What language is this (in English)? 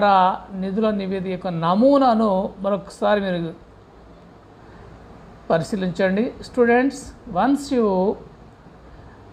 Telugu